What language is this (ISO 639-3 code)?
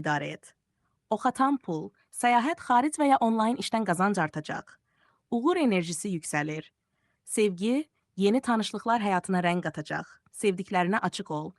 aze